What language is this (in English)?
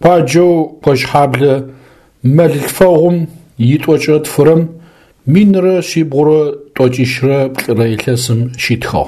Adyghe